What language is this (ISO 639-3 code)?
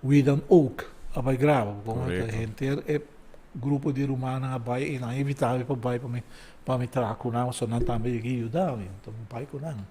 pap